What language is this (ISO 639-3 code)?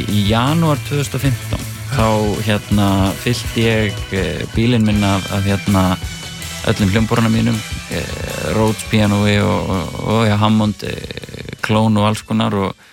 isl